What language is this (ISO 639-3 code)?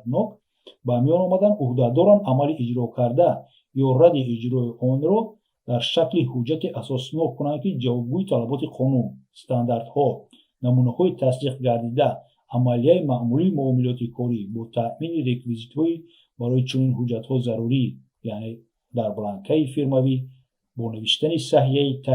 tgk